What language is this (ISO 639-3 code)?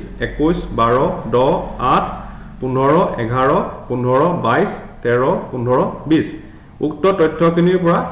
asm